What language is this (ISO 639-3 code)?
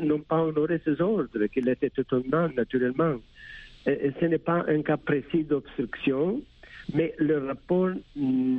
fra